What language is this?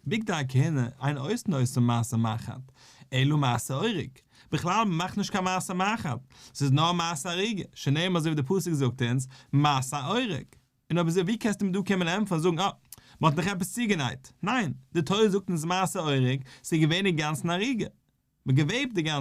Yiddish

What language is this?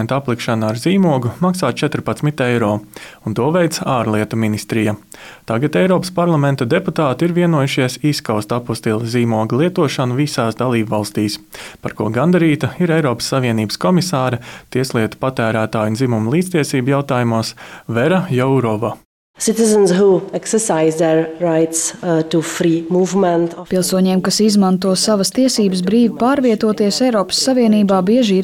Latvian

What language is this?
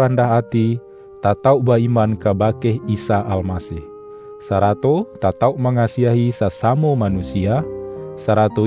Minangkabau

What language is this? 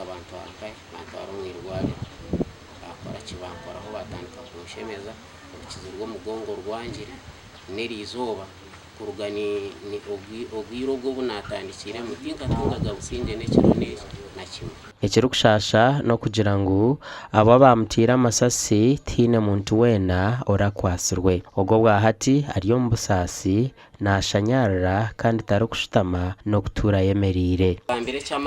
Nyankole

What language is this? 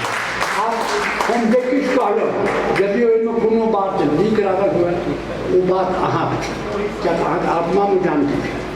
Maithili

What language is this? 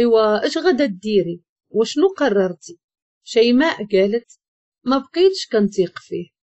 Moroccan Arabic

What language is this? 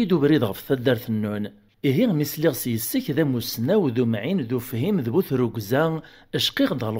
Kabyle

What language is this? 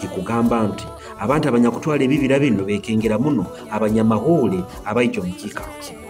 Nyoro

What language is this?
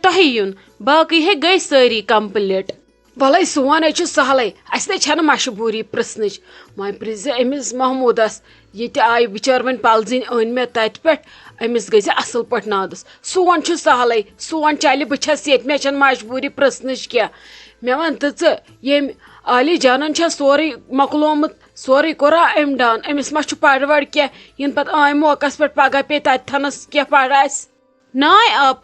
Kashmiri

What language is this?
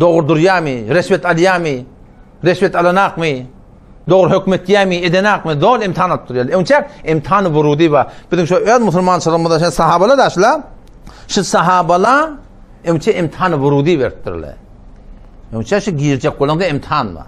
Turkmen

